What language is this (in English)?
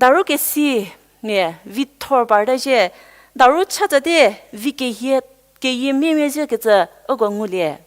Angami Naga